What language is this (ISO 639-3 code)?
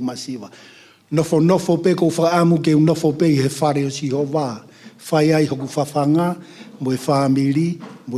ton